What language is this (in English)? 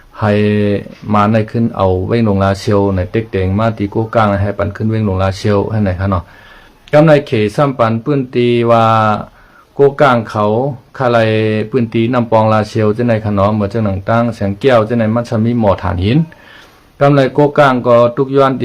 Shan